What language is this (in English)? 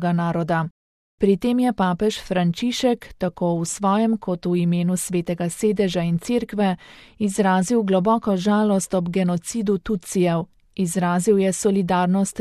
Slovenian